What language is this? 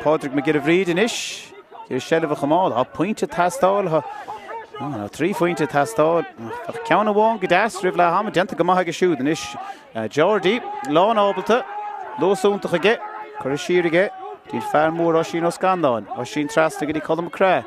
Irish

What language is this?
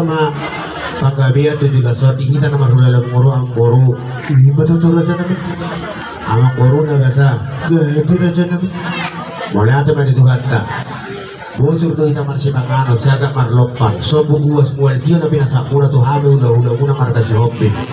Batak Toba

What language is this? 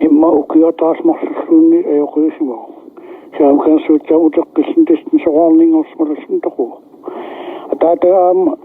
Kalaallisut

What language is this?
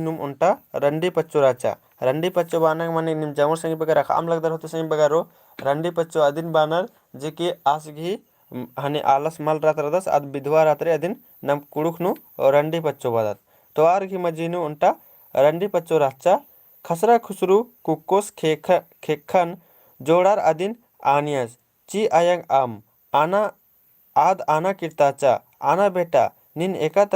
Kurukh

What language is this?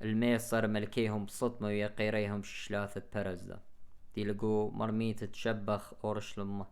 Assyrian Neo-Aramaic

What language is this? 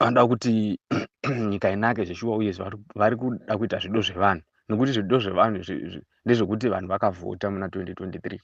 Shona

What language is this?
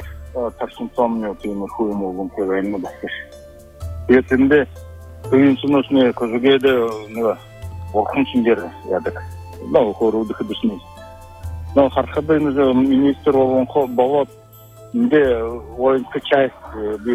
Buriat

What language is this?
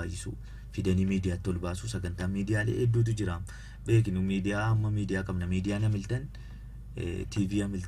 Oromo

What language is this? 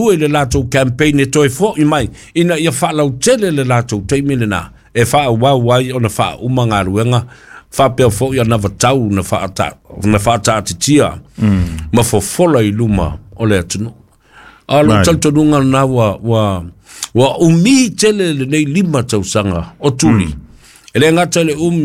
Samoan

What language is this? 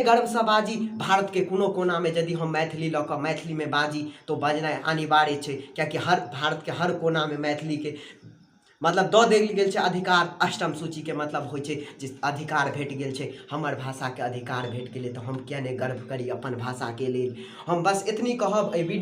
Maithili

